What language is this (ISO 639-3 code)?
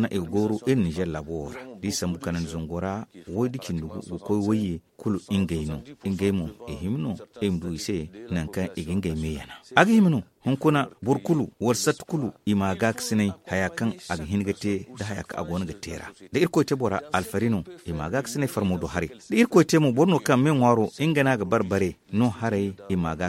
dje